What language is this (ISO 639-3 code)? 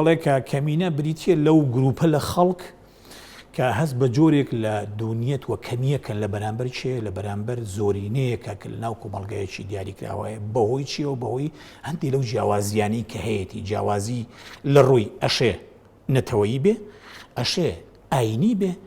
ckb